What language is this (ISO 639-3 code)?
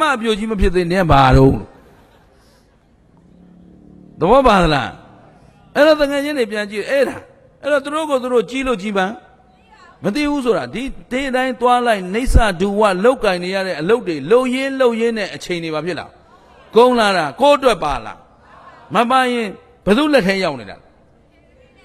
mya